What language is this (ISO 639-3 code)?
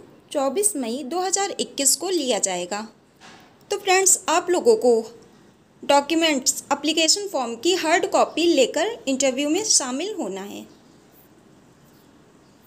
hin